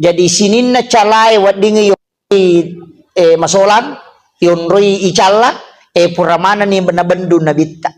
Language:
Buginese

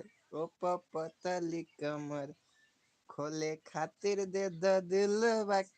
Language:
Maithili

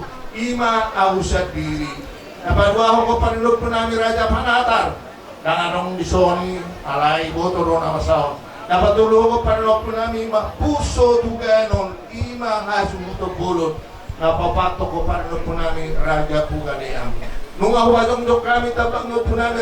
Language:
Batak Toba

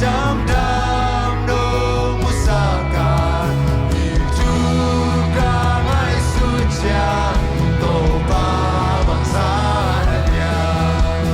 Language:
Tedim Chin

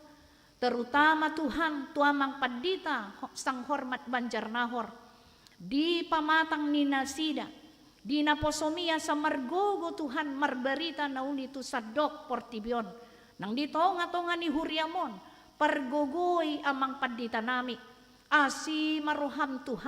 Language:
Batak Toba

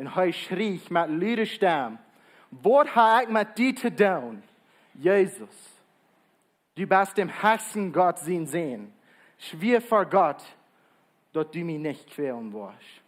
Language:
Plautdietsch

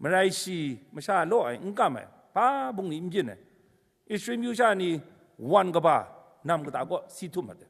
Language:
Kachin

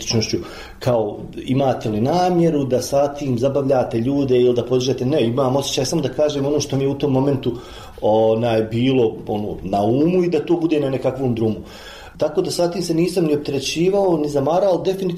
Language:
Bosnian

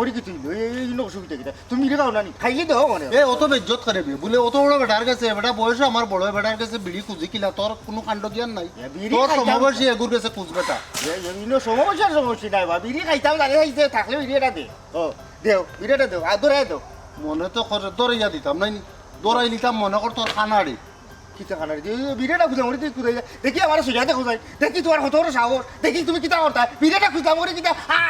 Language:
Sylheti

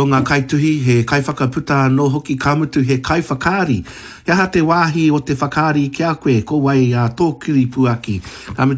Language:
Māori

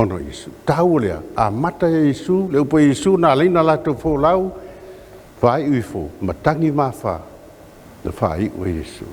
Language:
Samoan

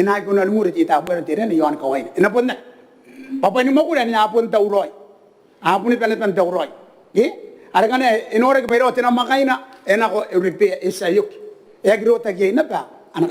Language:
Gilbertese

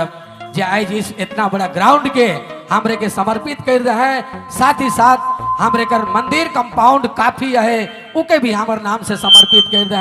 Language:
Sadri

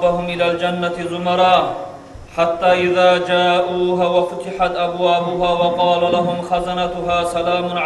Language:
Kumyk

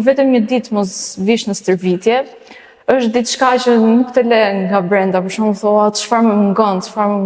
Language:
Albanian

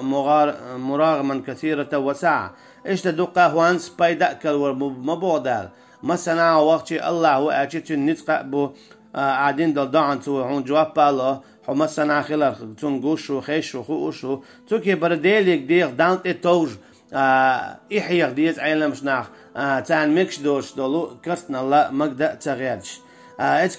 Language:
Chechen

